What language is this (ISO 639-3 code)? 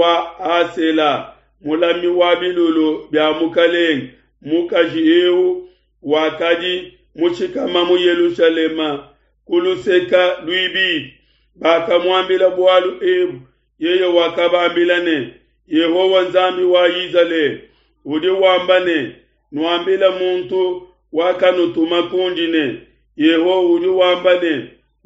lua